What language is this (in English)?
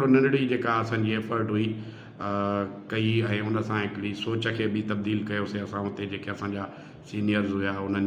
Sindhi